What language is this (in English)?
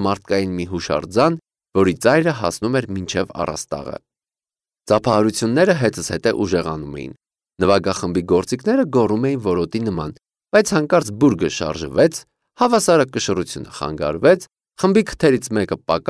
Armenian